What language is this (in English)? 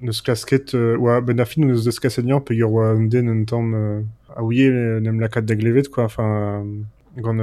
Breton